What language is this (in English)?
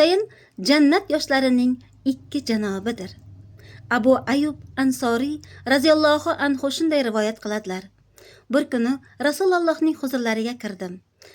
Uzbek